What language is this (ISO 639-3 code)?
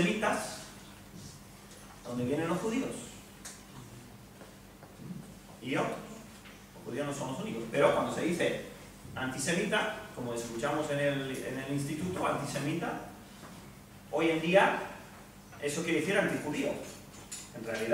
spa